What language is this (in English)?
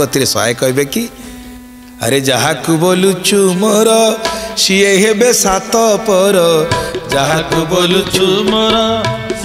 Odia